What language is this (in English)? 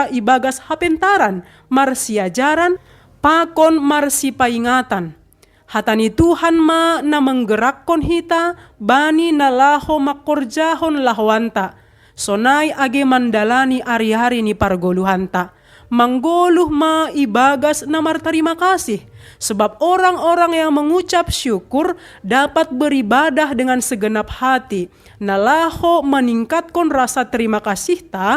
Batak Simalungun